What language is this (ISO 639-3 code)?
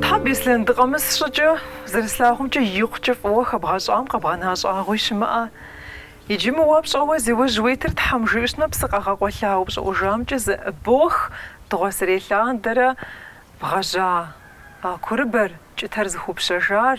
kbd